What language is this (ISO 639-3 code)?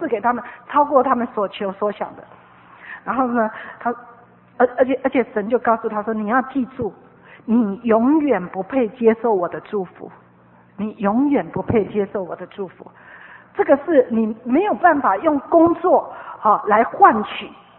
zho